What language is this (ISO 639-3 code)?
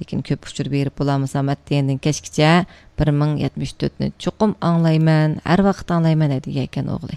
uig